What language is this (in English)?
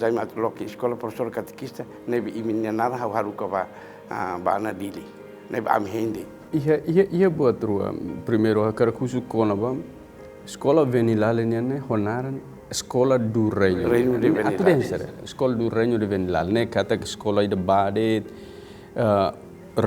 Tetum